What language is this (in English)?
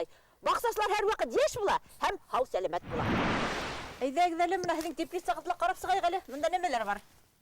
Bashkir